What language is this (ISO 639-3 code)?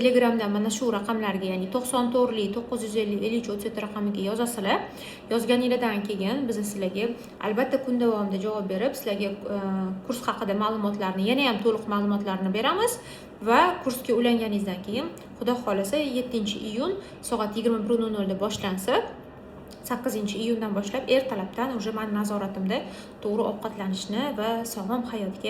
uzb